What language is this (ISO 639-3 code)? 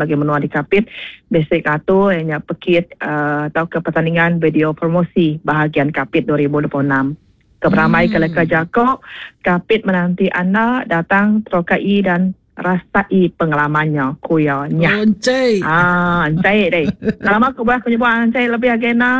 iba